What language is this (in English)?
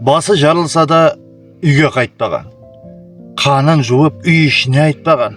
Kara-Kalpak